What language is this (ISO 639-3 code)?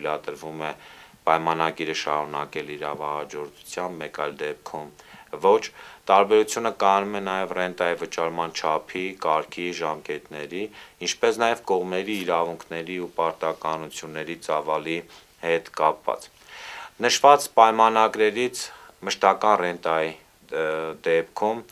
hye